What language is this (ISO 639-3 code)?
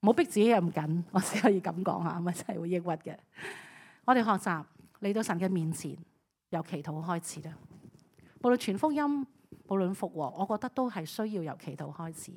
yue